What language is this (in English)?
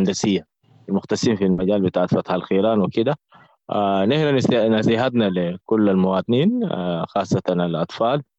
Sudanese Arabic